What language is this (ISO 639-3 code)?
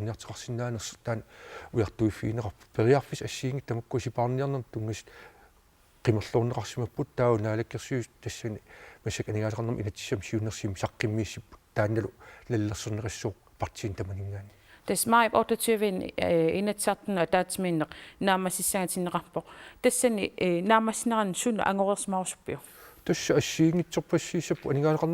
kal